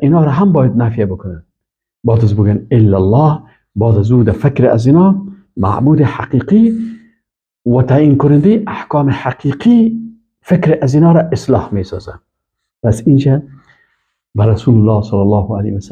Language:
Persian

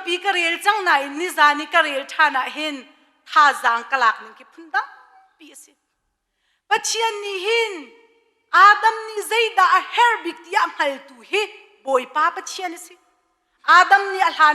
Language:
Hakha Chin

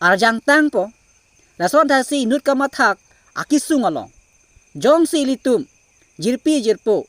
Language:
Karbi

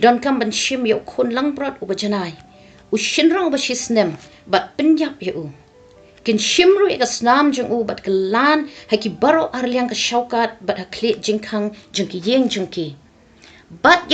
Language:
Khasi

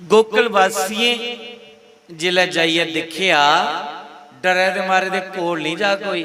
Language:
Dogri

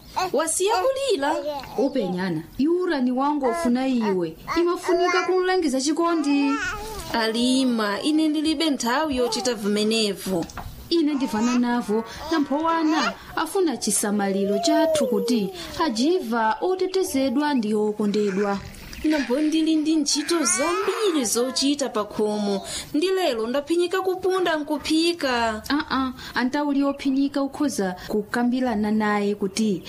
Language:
Nyanja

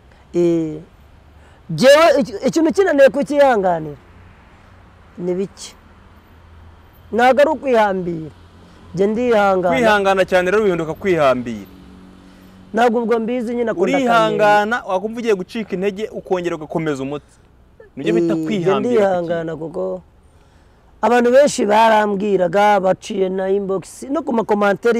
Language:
Kinyarwanda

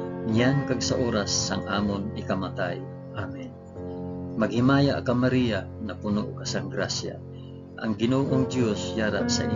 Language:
Hiligaynon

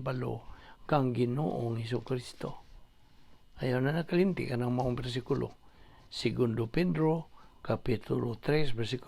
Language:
Cebuano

